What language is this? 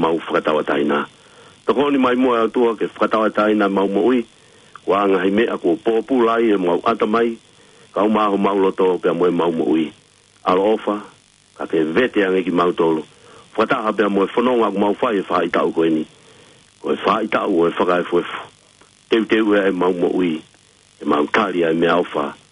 Tongan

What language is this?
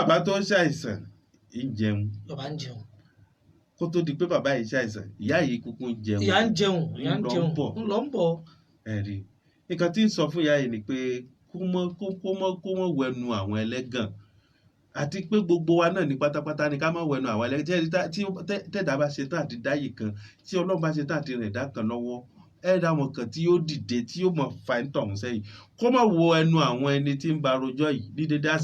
Yoruba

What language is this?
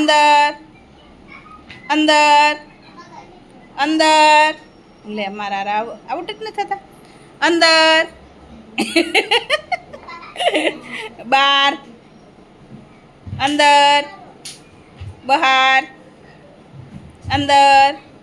Gujarati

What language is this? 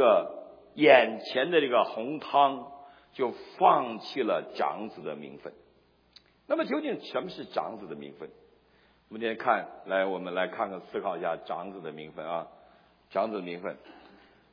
Chinese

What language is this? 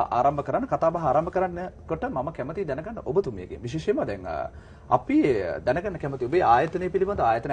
Sinhala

